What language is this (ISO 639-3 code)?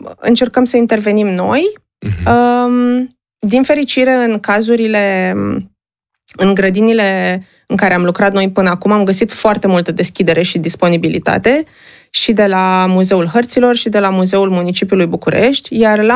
ron